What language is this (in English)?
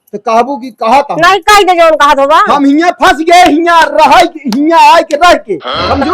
Awadhi